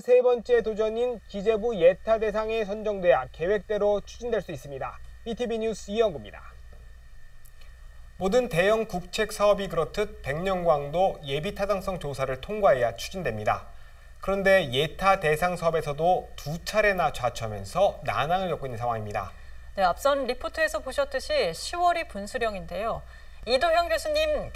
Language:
Korean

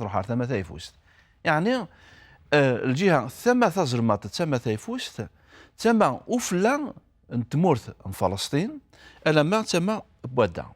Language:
Kabyle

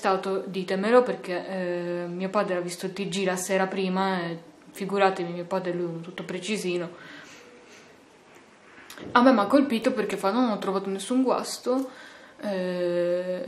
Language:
Italian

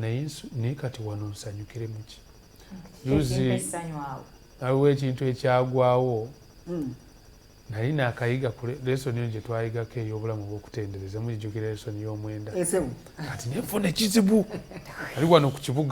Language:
Ganda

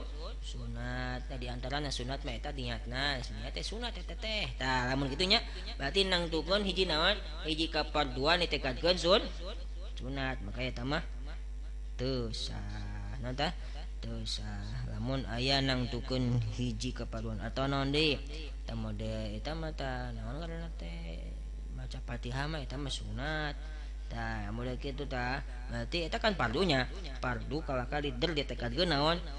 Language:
Sundanese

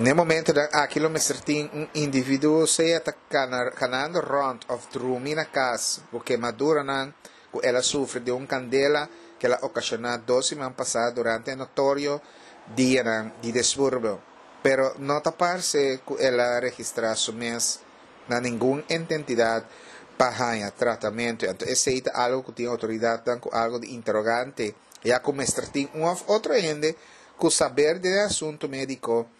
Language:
Papiamento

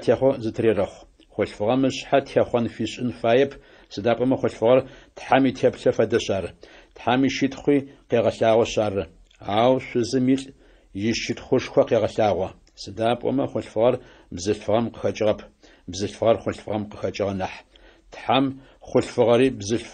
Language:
Adyghe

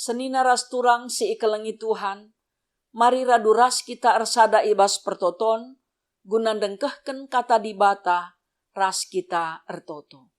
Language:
Batak Karo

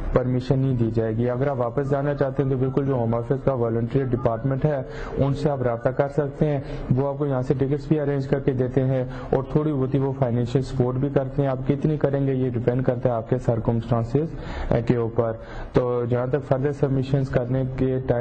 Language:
Urdu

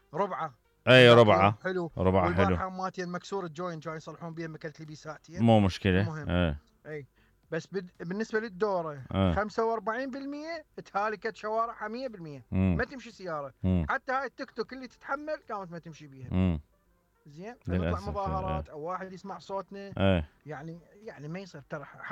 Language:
Mesopotamian Arabic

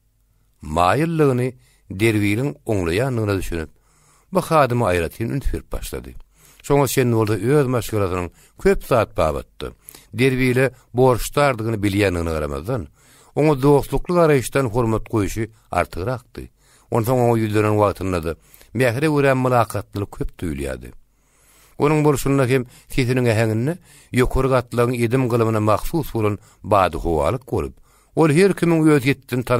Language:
Turkmen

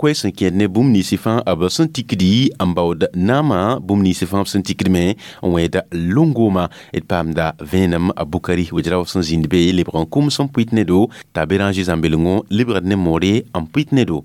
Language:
Mossi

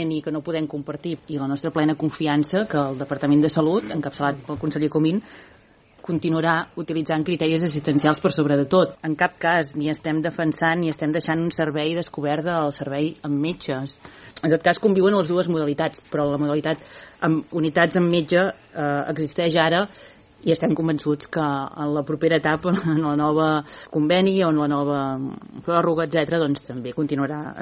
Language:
Catalan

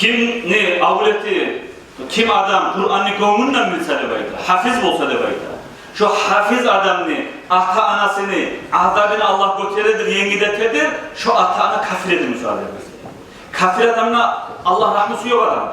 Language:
Kumyk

